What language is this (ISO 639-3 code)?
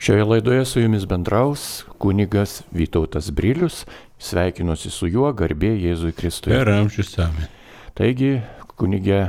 lit